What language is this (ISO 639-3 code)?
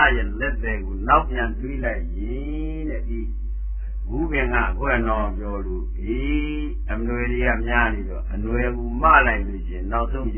mya